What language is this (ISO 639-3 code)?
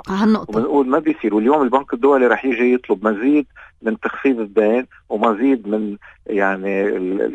apc